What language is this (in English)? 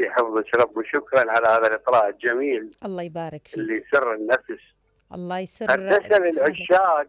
Mesopotamian Arabic